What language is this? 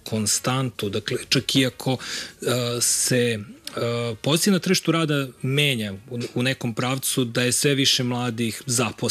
Serbian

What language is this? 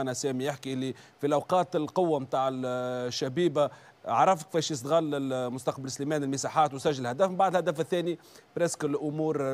Tunisian Arabic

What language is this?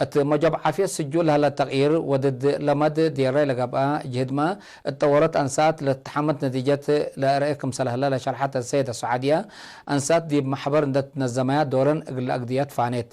Tigre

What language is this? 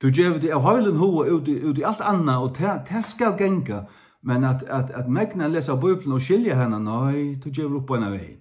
Faroese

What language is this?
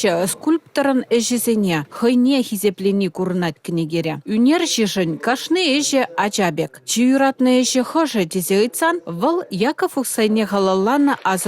Chuvash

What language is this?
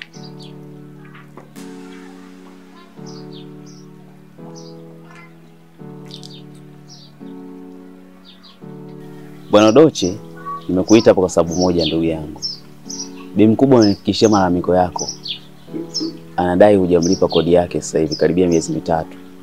Swahili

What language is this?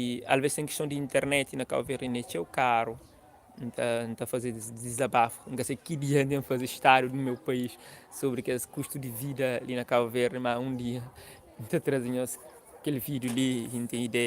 Kabuverdianu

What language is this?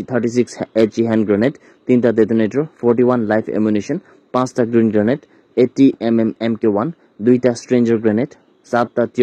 Naga Pidgin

